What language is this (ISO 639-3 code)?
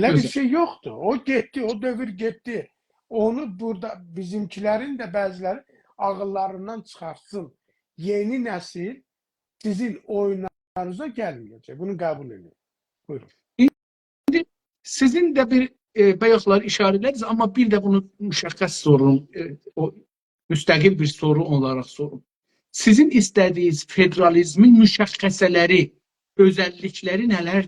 azb